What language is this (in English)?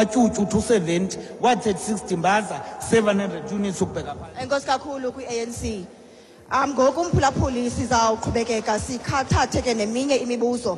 Xhosa